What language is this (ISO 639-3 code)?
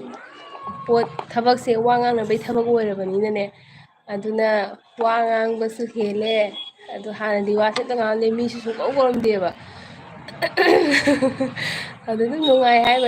mni